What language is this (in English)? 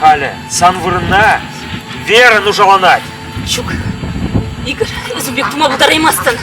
Chuvash